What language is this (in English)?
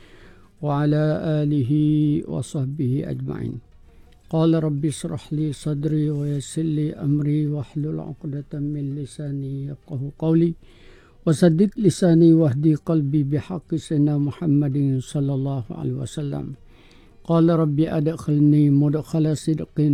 Malay